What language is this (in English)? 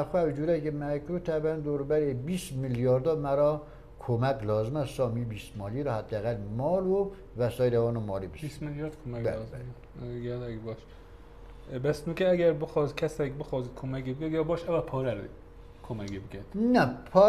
Kurdish